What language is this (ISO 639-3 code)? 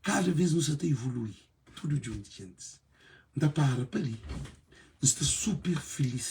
kea